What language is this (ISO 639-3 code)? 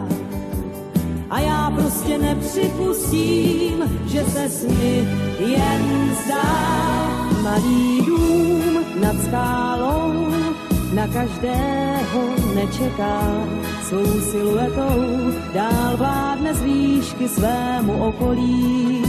ces